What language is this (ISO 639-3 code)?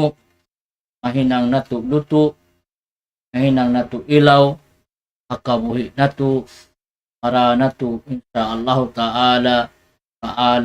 tsg